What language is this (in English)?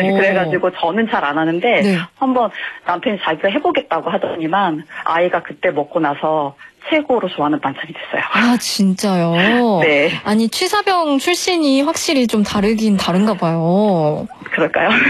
Korean